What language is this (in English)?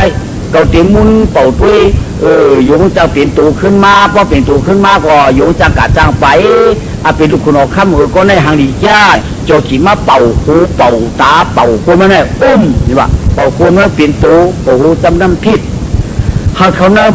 Shan